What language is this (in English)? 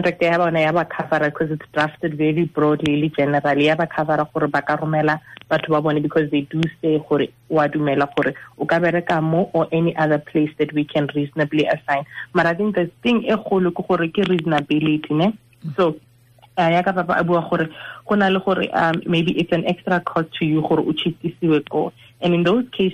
Tswana